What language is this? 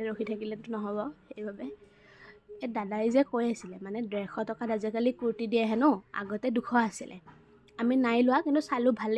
Assamese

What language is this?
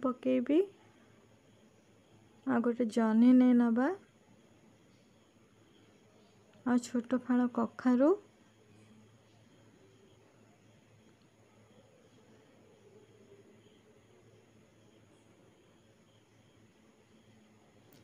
Odia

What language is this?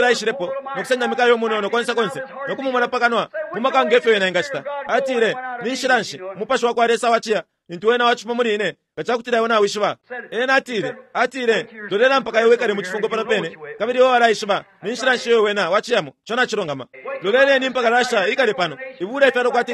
Bemba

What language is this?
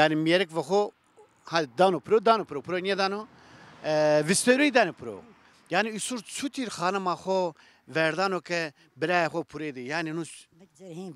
Zaza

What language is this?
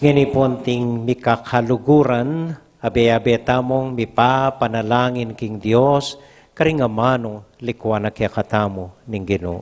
Pampanga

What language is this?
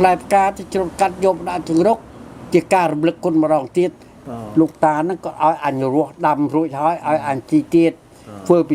Khmer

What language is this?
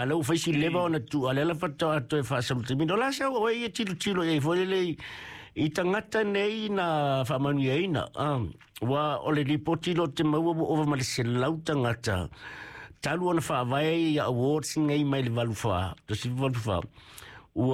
Samoan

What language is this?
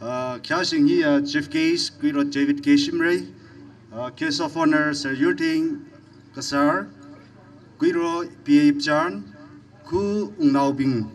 Tangkhul Naga (India)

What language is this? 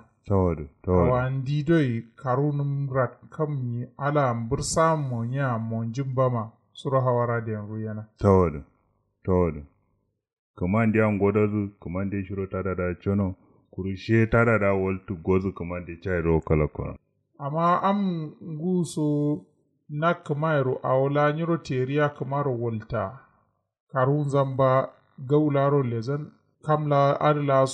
Kanuri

